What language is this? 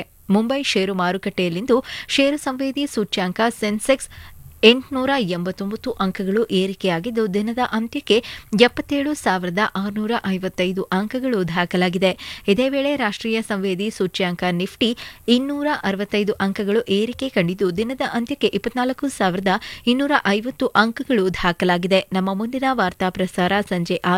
Kannada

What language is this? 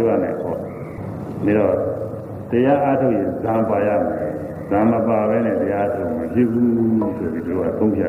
Burmese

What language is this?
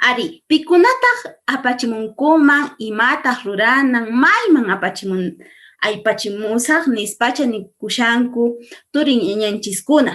Quechua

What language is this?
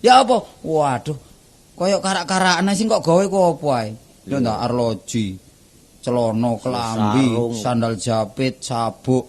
Javanese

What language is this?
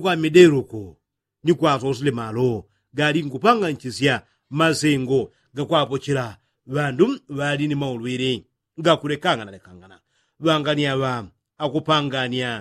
Yao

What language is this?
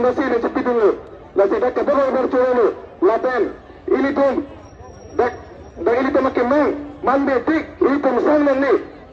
Karbi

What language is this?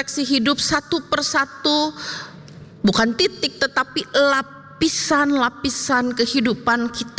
Indonesian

